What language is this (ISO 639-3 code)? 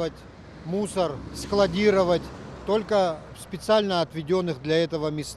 oss